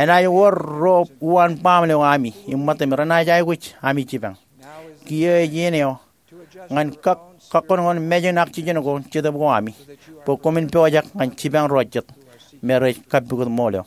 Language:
Marshallese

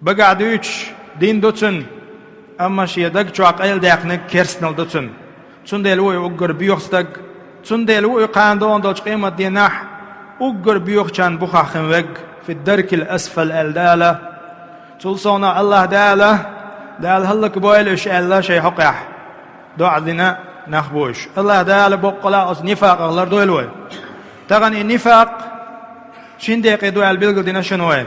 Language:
Chechen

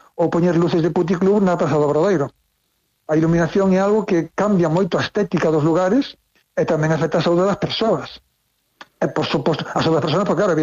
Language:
Galician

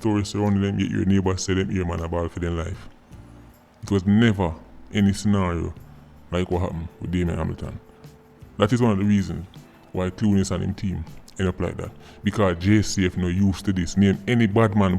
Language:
Jamaican Creole English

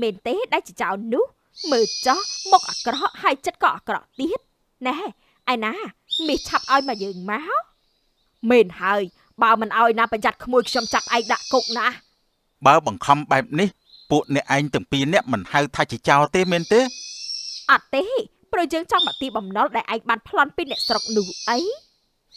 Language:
Khmer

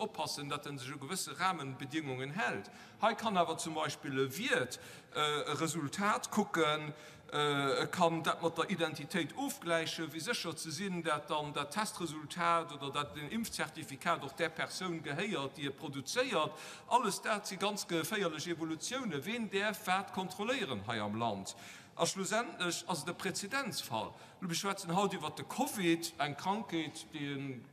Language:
Luxembourgish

